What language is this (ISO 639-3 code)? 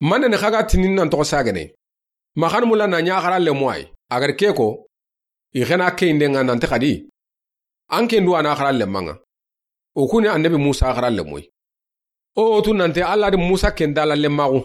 snk